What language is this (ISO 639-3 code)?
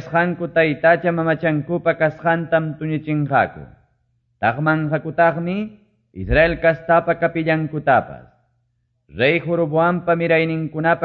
que